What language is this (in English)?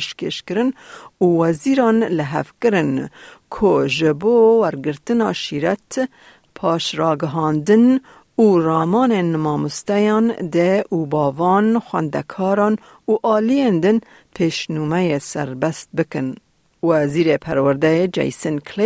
Kurdish